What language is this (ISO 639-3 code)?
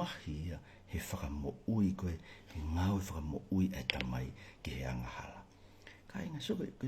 ton